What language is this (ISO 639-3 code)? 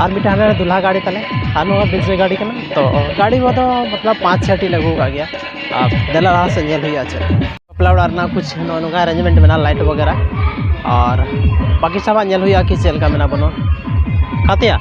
sat